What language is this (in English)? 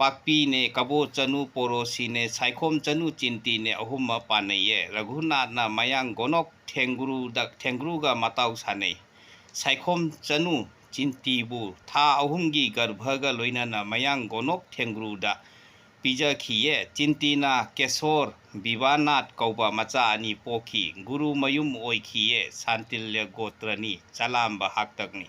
Manipuri